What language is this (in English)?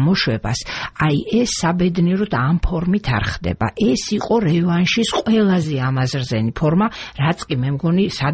Georgian